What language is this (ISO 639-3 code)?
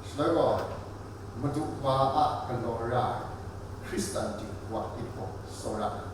kac